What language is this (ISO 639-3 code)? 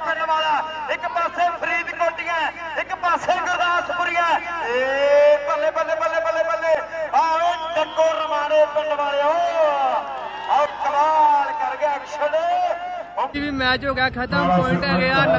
pan